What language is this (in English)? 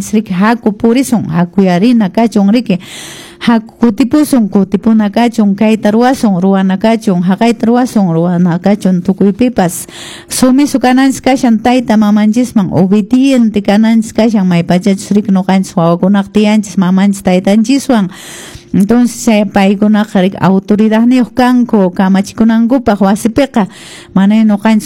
Quechua